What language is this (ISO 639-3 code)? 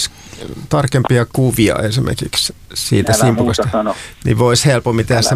fin